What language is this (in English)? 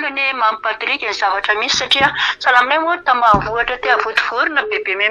Malagasy